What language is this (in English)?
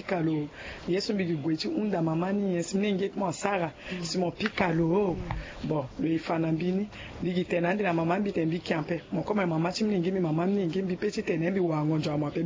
Sango